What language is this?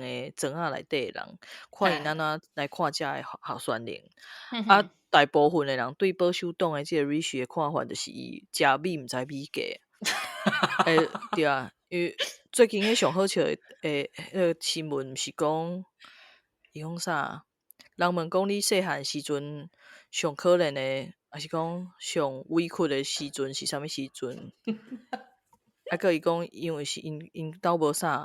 Min Nan Chinese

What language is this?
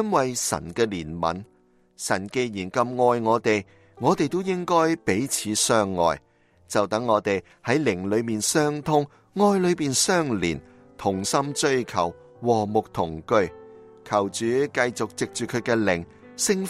Cantonese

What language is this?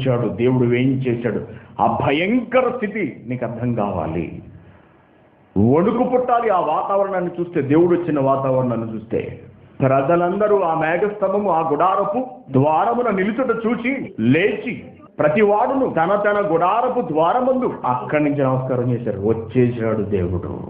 Telugu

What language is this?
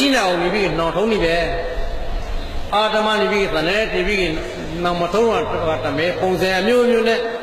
Burmese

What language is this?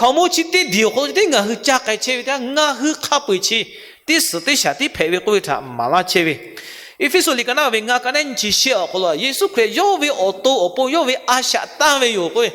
Lahu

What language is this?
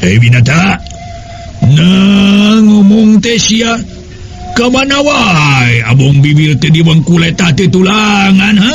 Sundanese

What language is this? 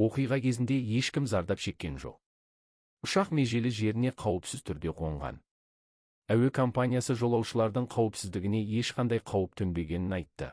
Kazakh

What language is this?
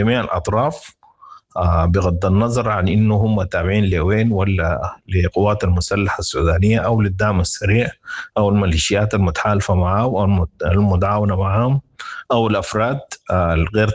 Sudanese Arabic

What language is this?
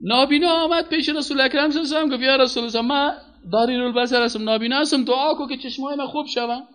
Persian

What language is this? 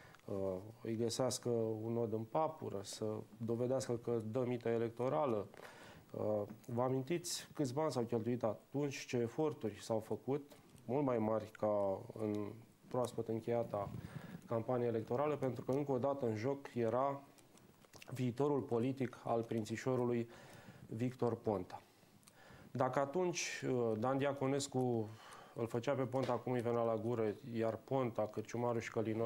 Romanian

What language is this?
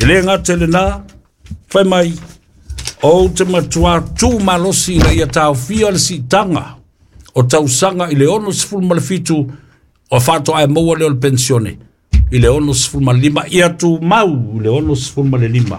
Samoan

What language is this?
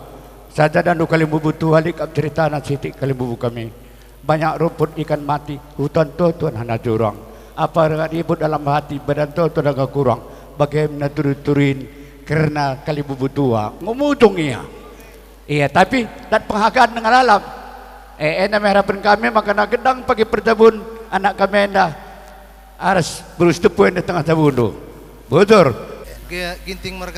Batak Karo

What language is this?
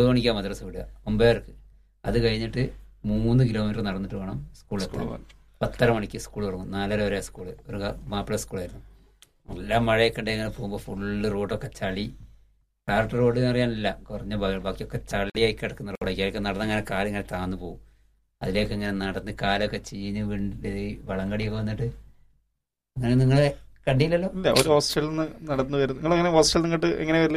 Malayalam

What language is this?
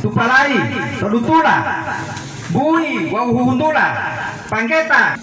Gorontalo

